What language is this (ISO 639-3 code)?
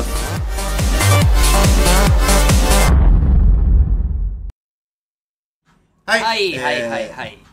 jpn